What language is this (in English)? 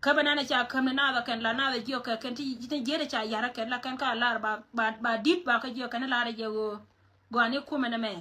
Nuer